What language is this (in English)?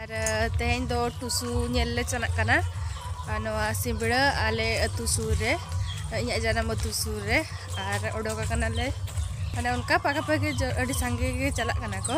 Santali